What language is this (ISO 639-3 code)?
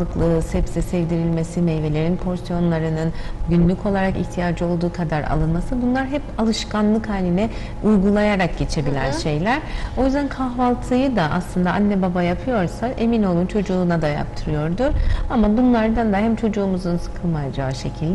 tur